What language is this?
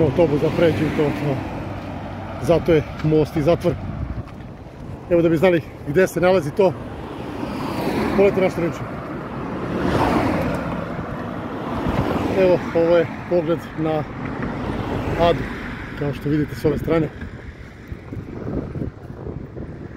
Serbian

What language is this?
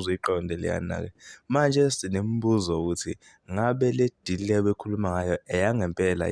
Zulu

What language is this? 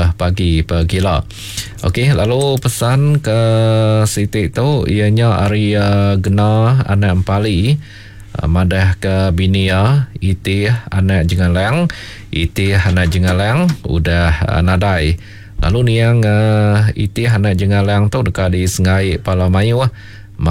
Iban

